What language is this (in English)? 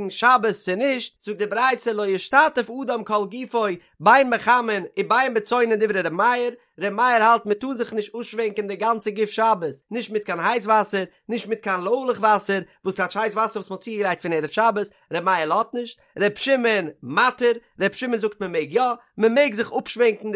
Yiddish